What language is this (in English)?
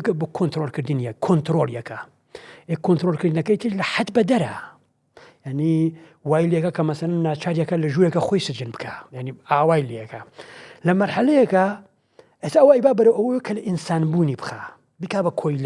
Central Kurdish